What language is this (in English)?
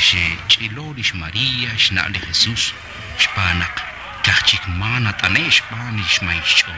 Kekchí